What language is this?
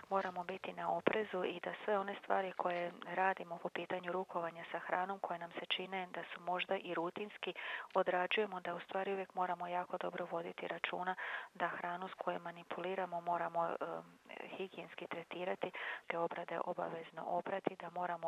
Croatian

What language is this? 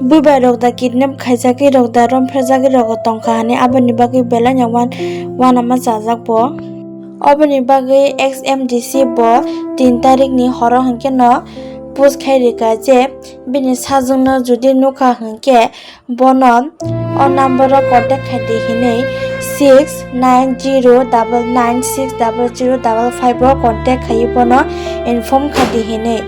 Kok Borok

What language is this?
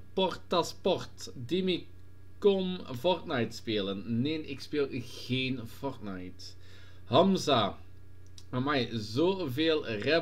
Dutch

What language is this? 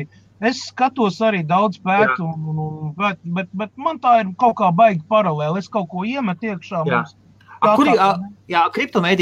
Latvian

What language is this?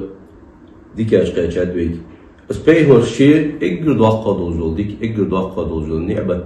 Ingush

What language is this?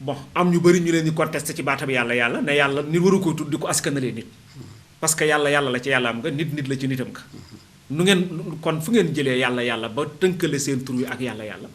Wolof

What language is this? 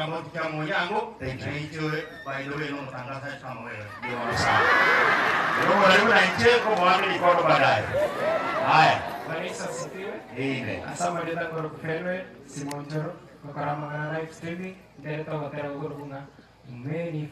Gusii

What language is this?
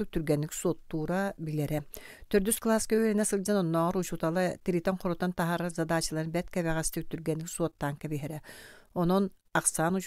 Yakut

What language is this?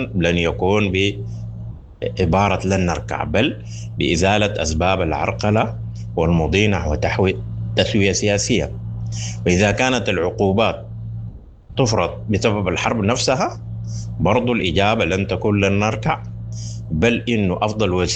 Sudanese Arabic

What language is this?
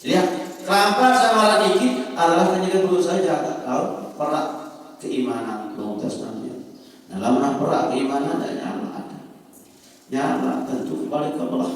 Sasak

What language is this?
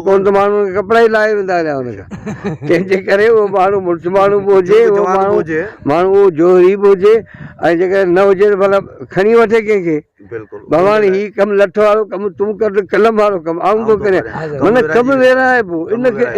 Sindhi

